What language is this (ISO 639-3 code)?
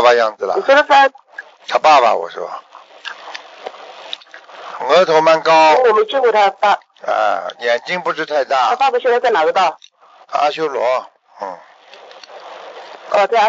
zho